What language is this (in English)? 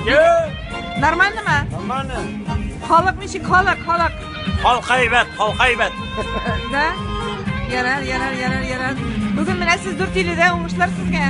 Tatar